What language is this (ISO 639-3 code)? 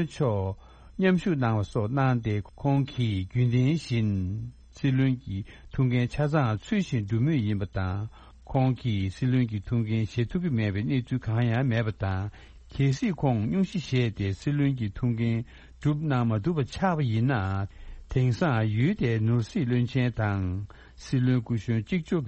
bod